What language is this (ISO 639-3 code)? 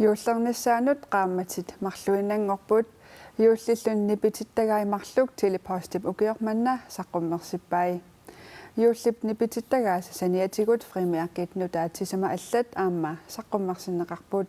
kal